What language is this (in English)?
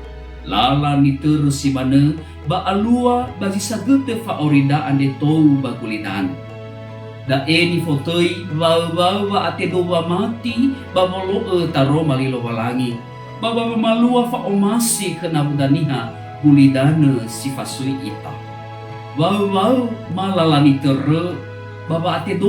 Nias